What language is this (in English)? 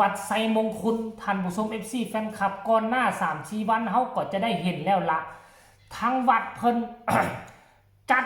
Lao